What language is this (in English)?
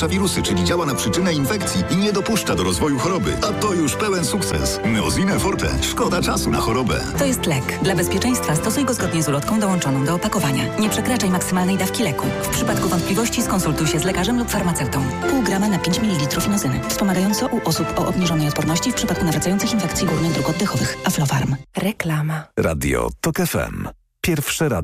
Polish